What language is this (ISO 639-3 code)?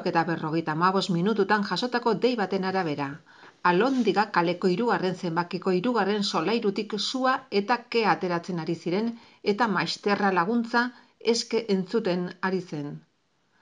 eus